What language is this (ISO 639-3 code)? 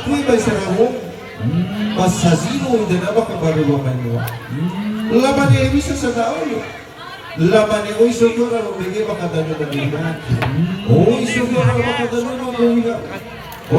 nia